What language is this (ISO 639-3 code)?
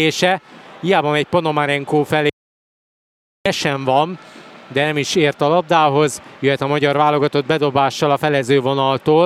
hun